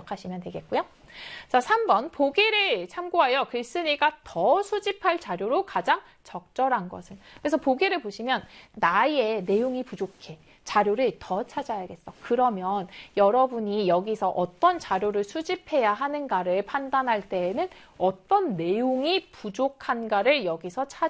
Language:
Korean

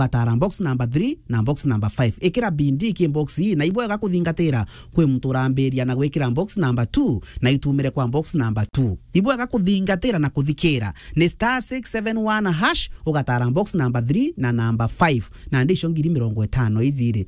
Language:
Meru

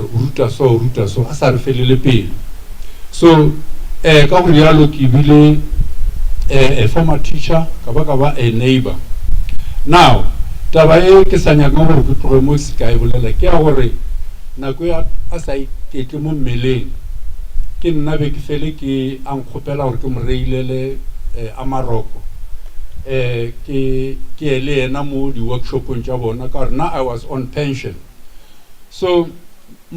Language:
Northern Sotho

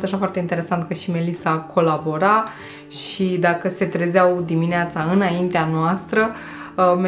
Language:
Romanian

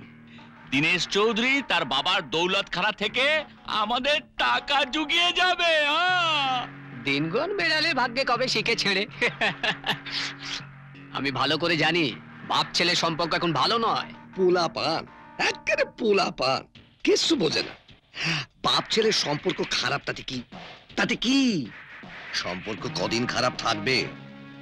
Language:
Bangla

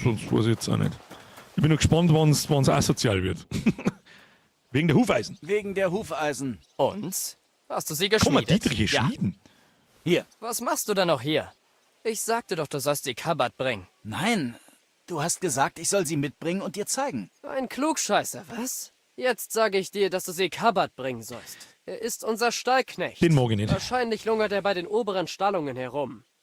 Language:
Bavarian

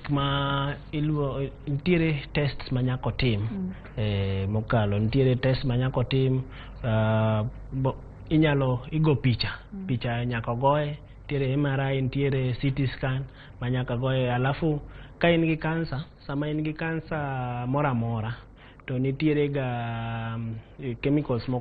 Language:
Luo (Kenya and Tanzania)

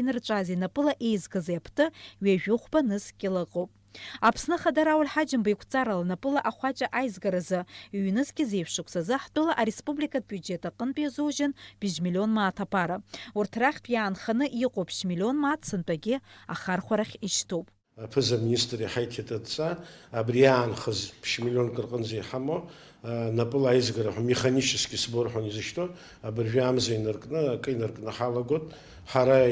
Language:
Abkhazian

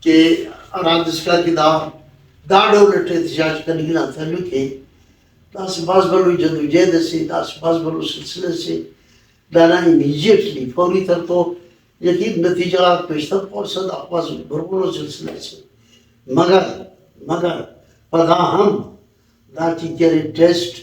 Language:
Brahui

